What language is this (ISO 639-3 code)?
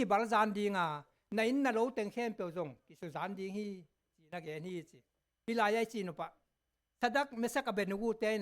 ctd